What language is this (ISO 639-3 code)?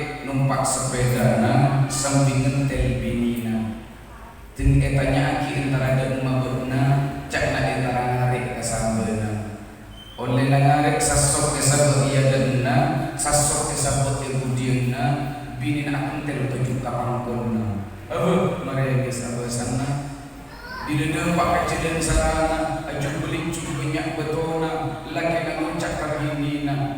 mad